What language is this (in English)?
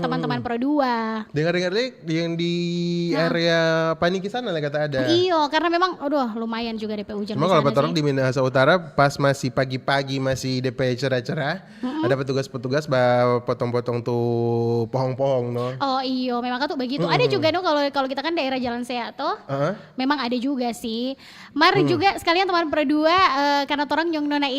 Manado Malay